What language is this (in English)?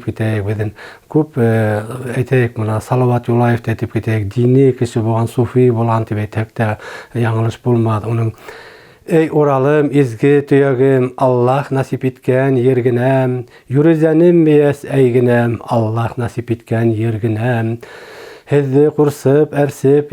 Bashkir